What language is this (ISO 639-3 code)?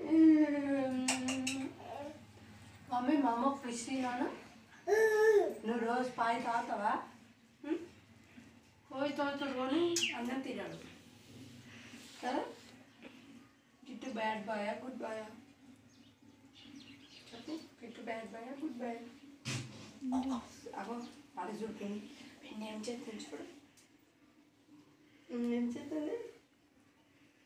tel